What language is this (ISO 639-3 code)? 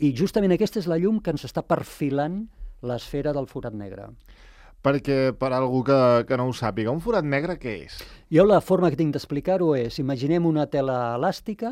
cat